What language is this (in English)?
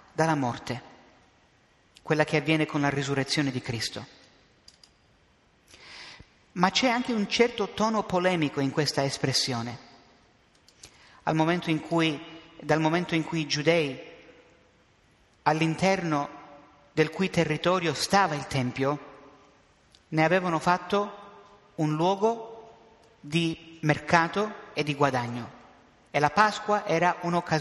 Italian